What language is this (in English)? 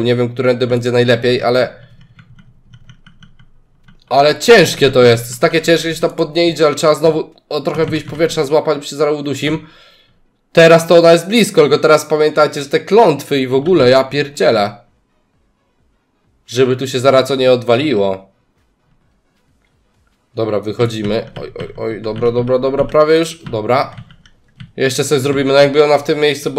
Polish